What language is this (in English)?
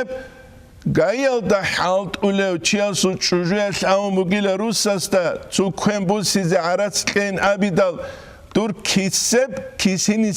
Avaric